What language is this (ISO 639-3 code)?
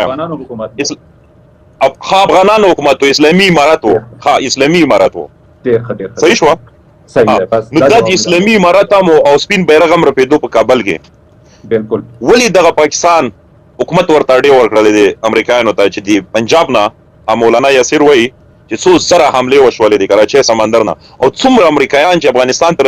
pus